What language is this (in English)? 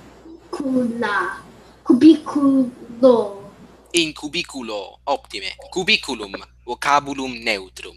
Latin